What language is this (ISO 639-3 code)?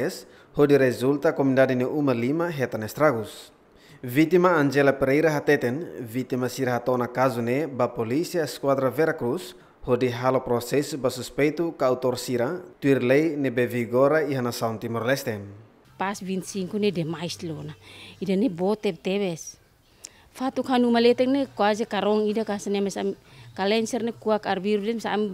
tet